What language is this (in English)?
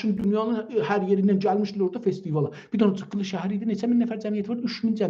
South Azerbaijani